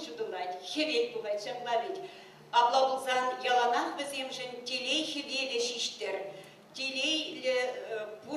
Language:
Chuvash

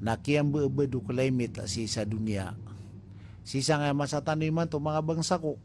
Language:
Maranao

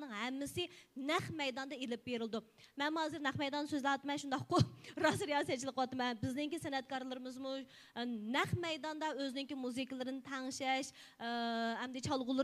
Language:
Uyghur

